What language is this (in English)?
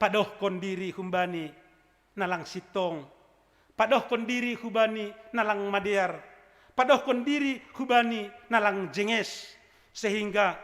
Batak Simalungun